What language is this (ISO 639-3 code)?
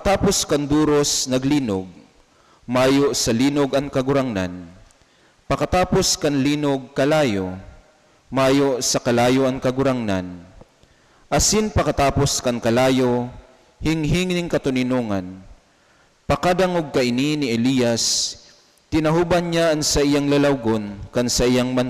bik